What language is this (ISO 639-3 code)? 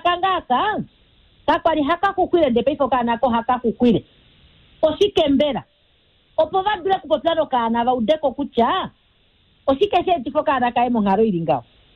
kua